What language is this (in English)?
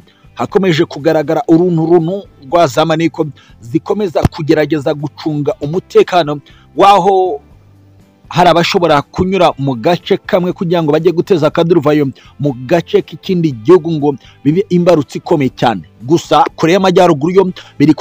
Kinyarwanda